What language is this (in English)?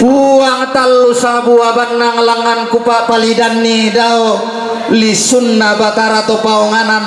Toraja-Sa'dan